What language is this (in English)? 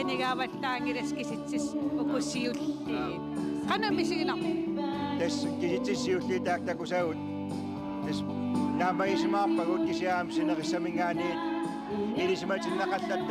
Kalaallisut